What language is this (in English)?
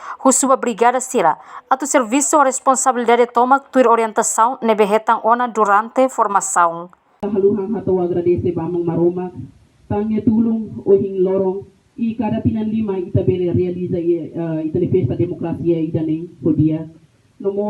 Tetum